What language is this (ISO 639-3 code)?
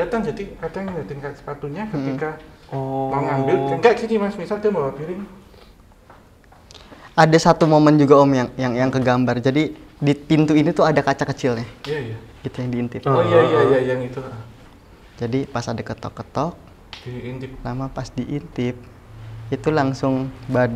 ind